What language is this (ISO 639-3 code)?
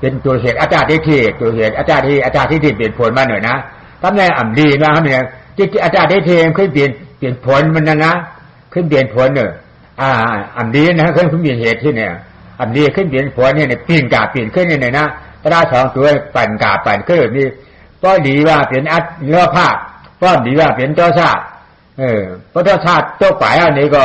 shn